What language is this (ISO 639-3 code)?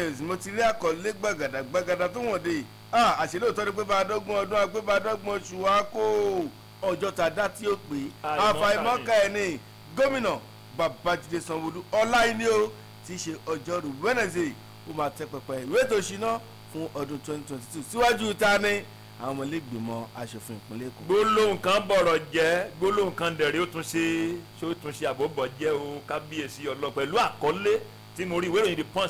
yor